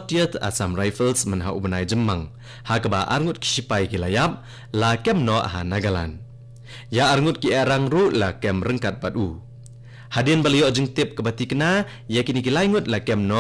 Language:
Khasi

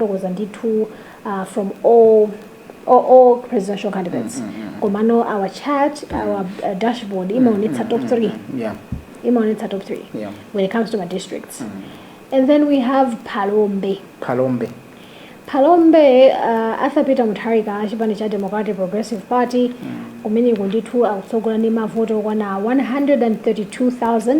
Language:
Nyanja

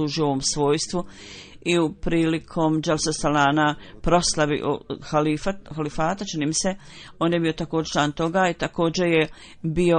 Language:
Bosnian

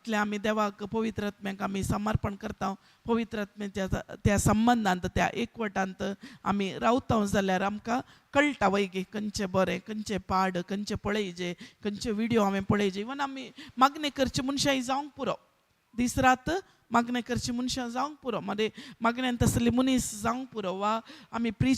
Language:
Konkani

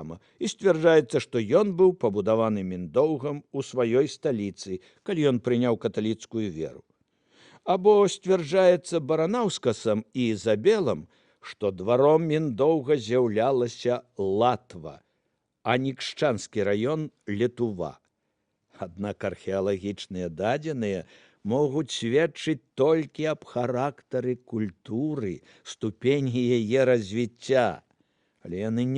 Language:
Belarusian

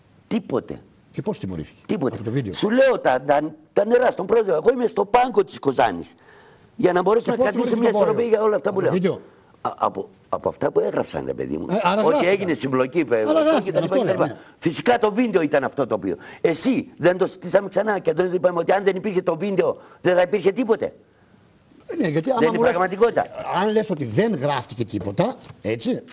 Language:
Greek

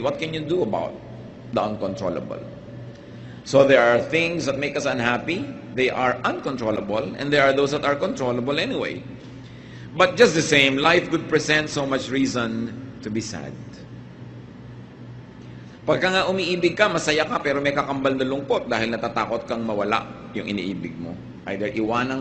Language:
Filipino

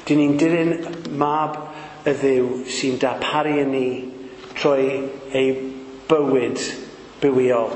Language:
Welsh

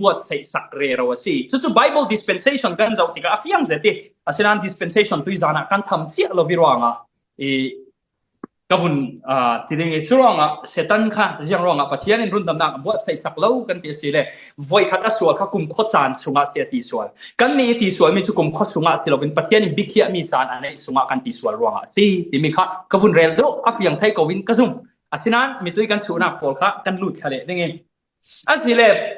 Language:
Falam Chin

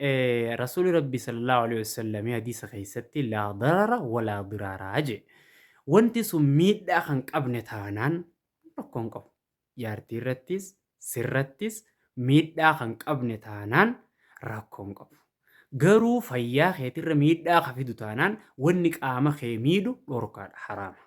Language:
Oromo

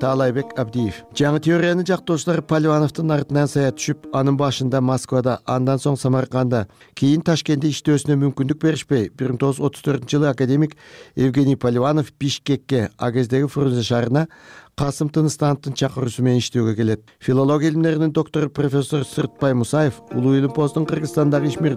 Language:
Kyrgyz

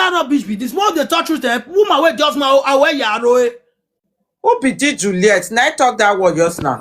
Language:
Nigerian Pidgin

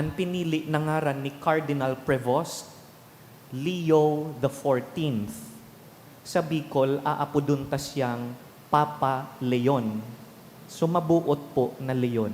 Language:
Bikol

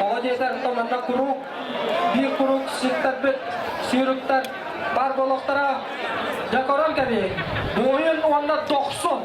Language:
Yakut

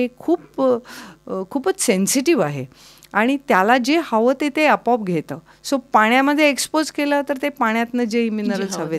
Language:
Marathi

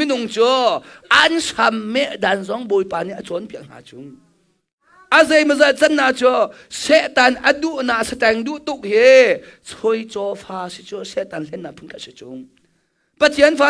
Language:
Hakha Chin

